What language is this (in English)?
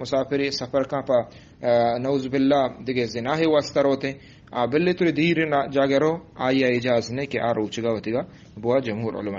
Eastern Balochi